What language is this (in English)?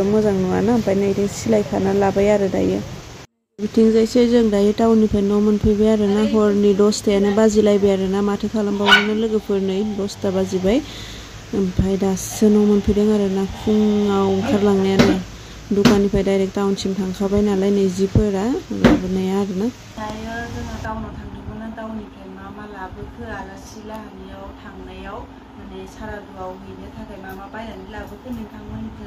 Bodo